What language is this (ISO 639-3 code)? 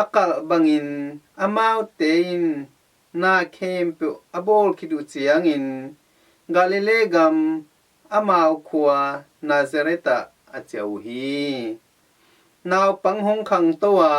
ctd